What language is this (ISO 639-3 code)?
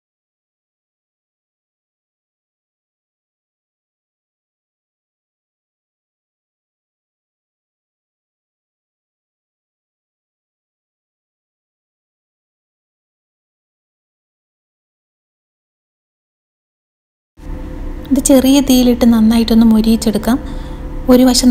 mal